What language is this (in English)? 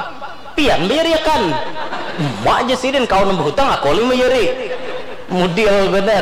Banjar